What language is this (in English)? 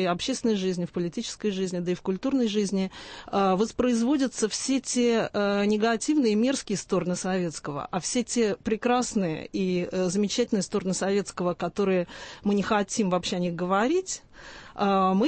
Russian